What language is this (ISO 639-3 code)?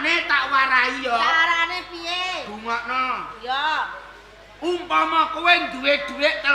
jav